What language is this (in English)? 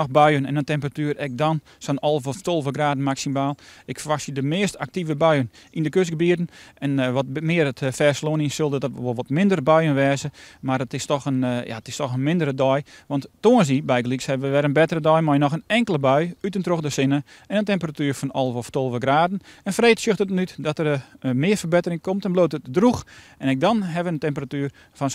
Western Frisian